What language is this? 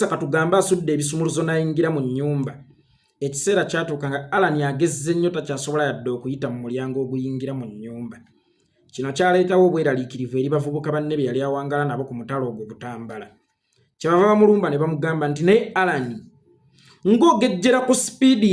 Ganda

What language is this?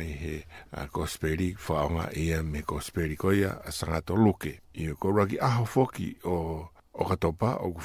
Tongan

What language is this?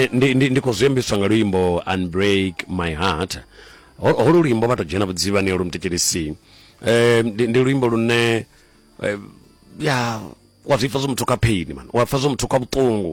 Venda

